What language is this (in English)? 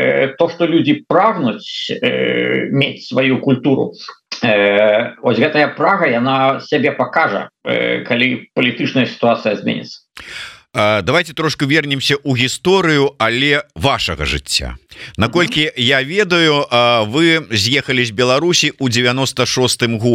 Belarusian